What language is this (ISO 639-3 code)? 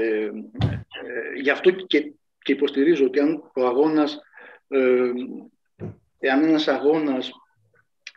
ell